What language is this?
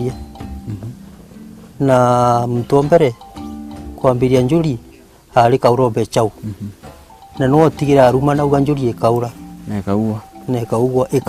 Meru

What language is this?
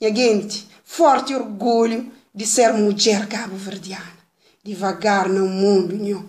Kabuverdianu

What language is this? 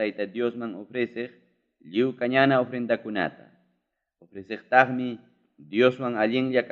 Ayacucho Quechua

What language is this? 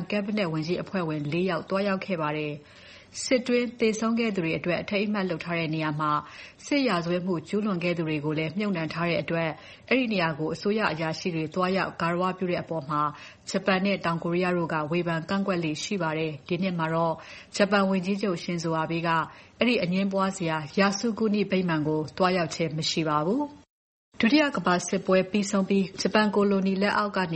Burmese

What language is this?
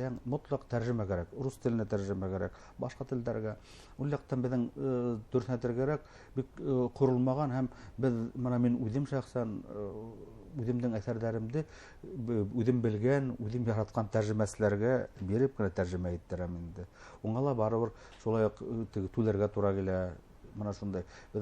Bashkir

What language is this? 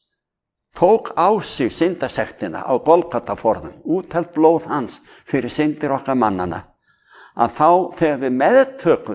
Icelandic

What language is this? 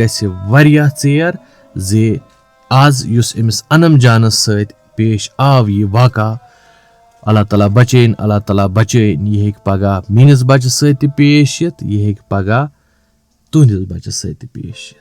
Kashmiri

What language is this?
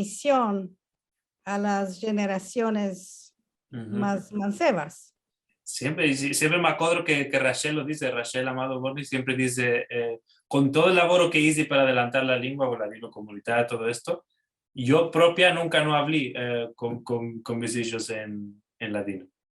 Ladino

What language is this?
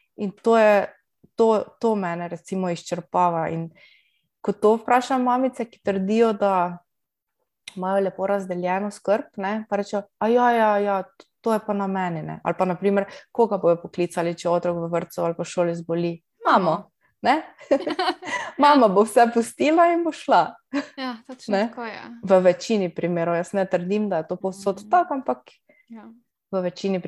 Slovenian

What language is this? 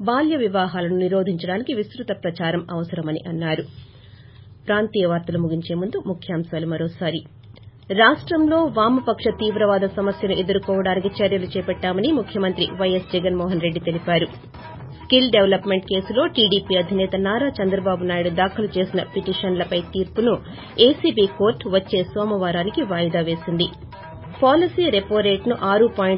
Telugu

